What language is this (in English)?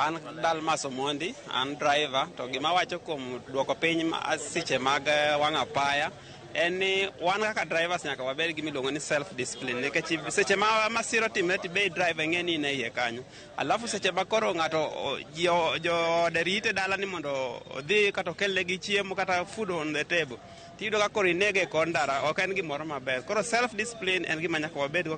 Luo (Kenya and Tanzania)